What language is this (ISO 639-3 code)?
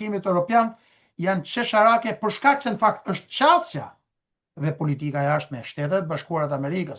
sqi